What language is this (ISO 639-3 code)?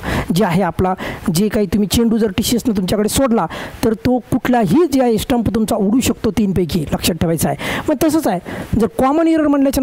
mar